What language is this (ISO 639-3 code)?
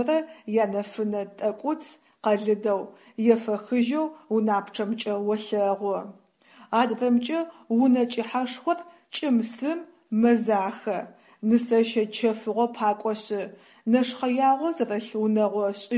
ady